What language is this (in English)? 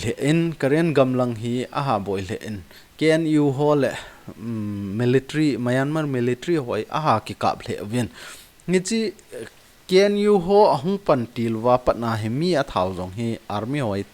Thado Chin